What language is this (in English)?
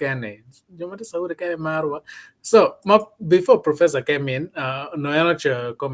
Acoli